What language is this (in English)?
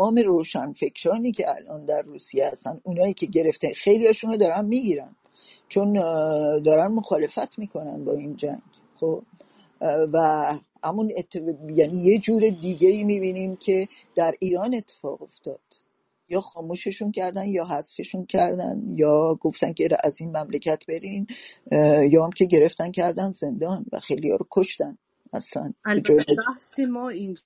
Persian